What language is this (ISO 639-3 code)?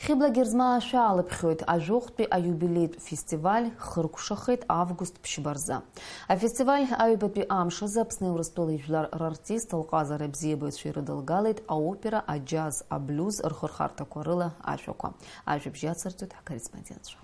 abk